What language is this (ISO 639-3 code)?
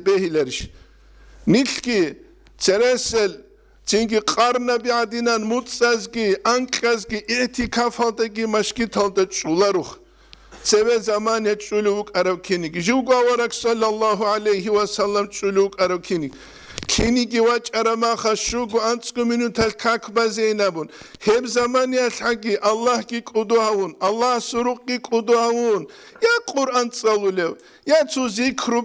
ava